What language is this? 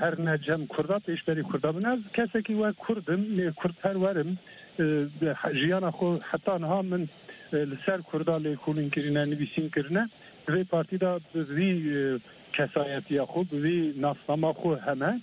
Kurdish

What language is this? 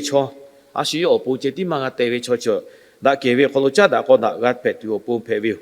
Lahu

